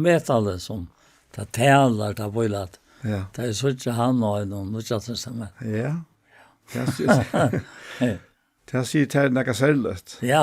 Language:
Faroese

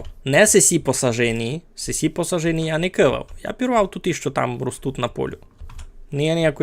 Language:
Rusyn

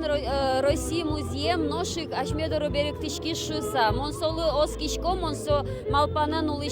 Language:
Udmurt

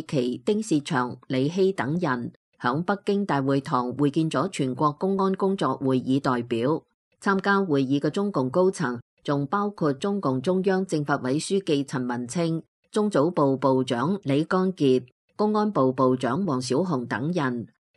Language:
Cantonese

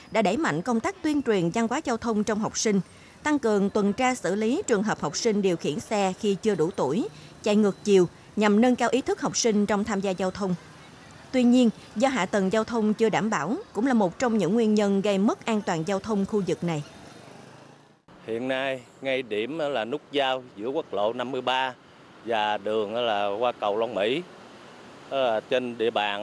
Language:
Vietnamese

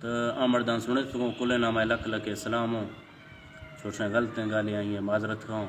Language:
Eastern Balochi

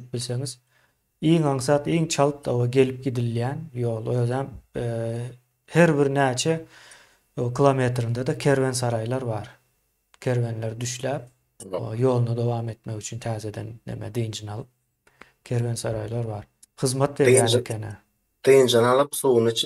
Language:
Turkmen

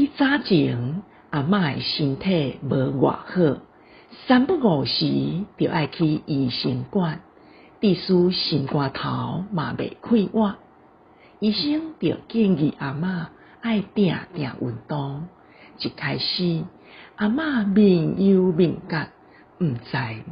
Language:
Min Nan Chinese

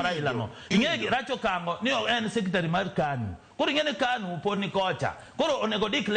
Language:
Luo (Kenya and Tanzania)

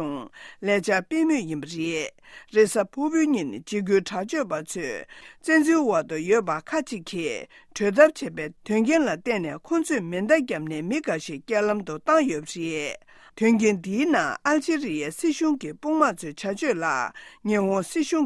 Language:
Tibetan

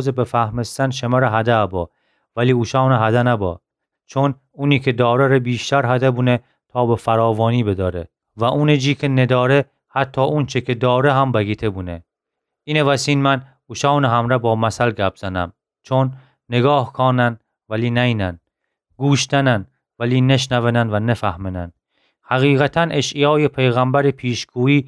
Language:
Gilaki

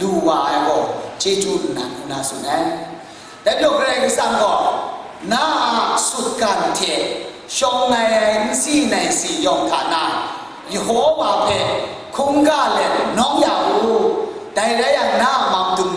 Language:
Kachin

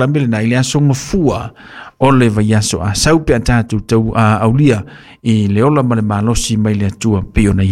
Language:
Samoan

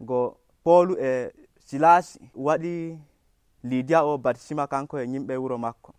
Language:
Nigerian Fulfulde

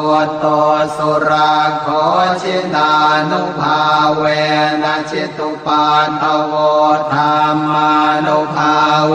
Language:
Pali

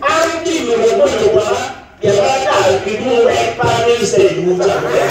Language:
Acoli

